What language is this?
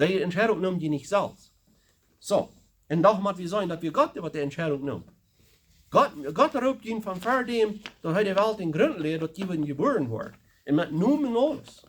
Plautdietsch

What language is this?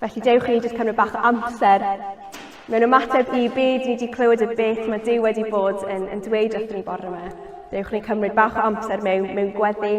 Welsh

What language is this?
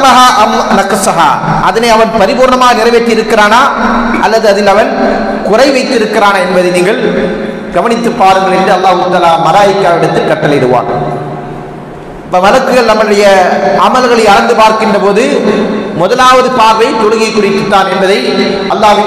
Tamil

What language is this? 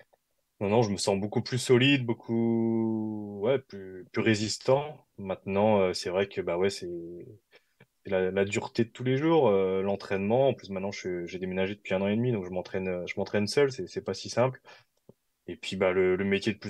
French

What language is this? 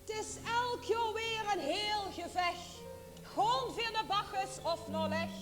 Limburgish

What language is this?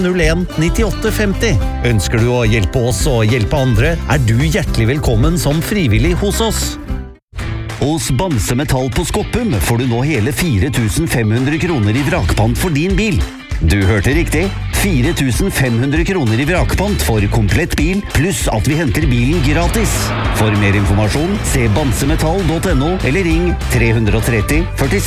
Norwegian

